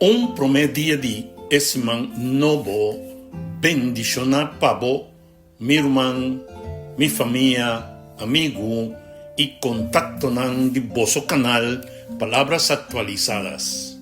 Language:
Papiamento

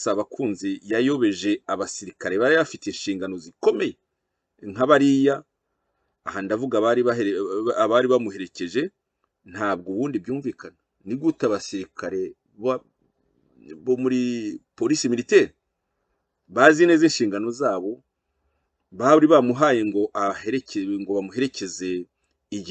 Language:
Kinyarwanda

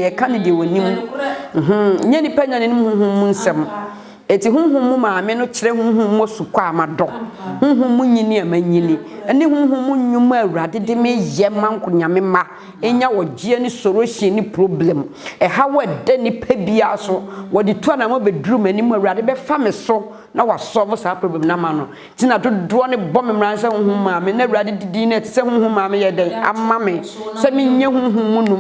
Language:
Akan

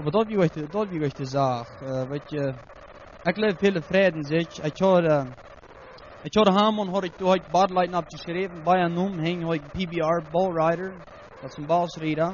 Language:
Plautdietsch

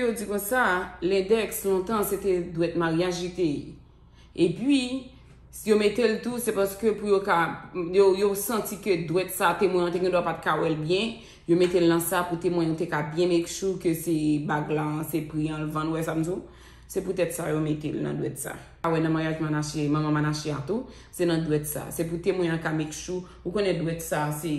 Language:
Haitian Creole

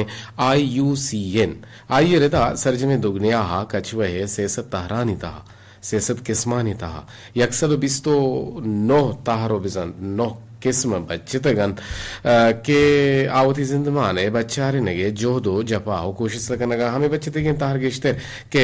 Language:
Eastern Balochi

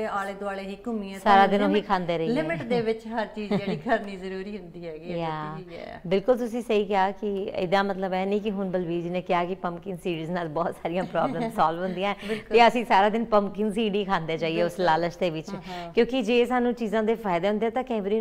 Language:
Punjabi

